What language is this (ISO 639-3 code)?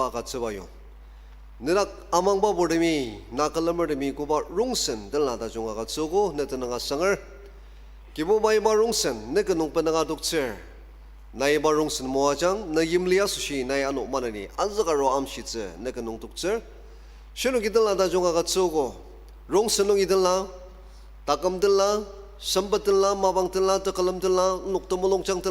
njo